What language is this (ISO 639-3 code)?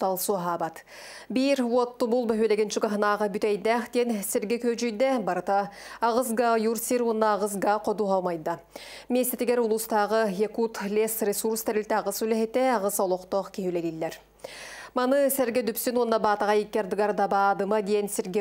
sah